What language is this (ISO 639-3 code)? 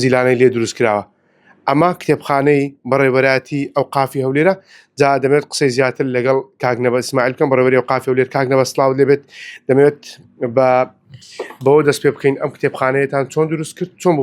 ckb